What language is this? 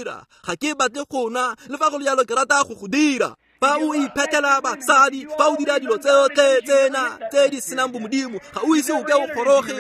Tswana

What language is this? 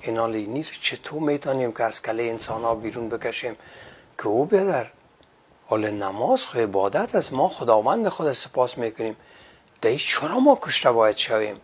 Persian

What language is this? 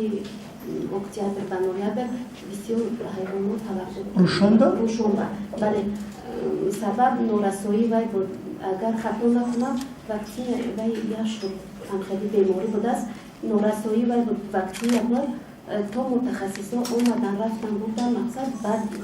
Tajik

